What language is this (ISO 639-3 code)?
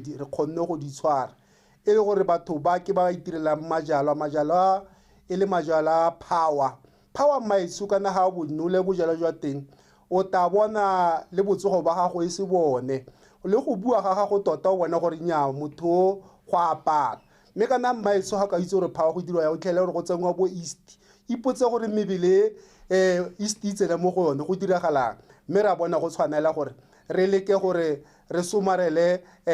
tsn